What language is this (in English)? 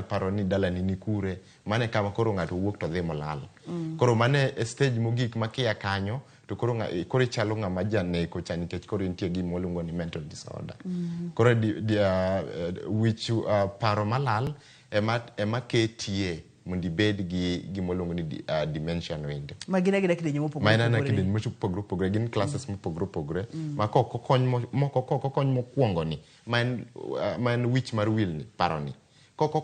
Luo (Kenya and Tanzania)